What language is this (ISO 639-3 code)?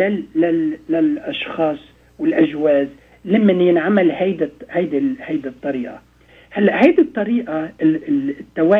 apc